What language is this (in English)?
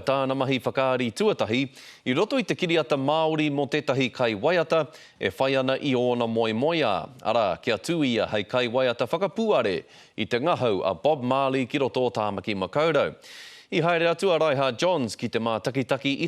Māori